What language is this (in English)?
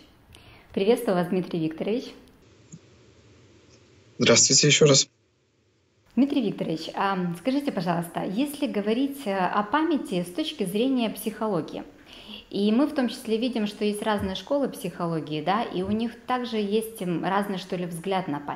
Russian